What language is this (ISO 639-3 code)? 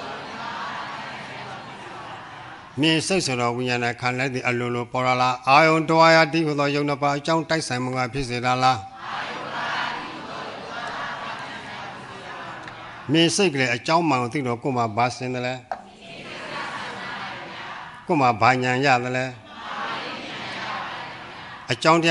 mya